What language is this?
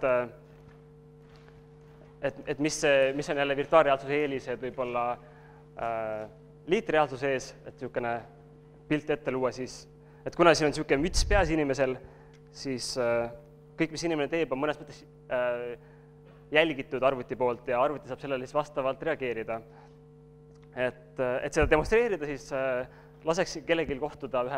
Estonian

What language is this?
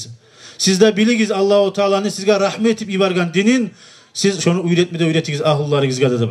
Kumyk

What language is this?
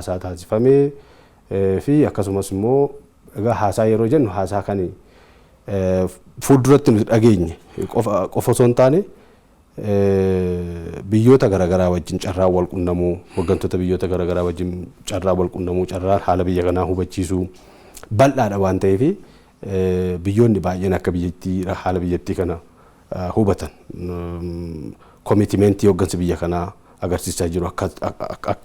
Oromo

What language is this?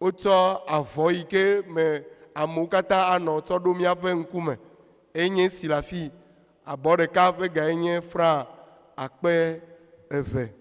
Ewe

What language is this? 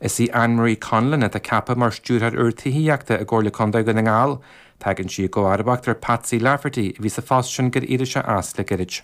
Irish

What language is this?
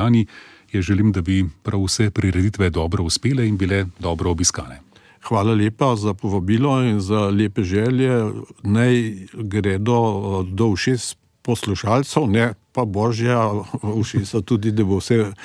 Slovenian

